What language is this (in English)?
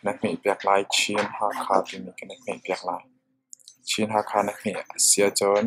Hakha Chin